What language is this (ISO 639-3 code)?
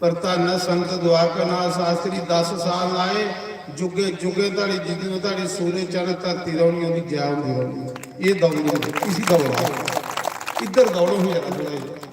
doi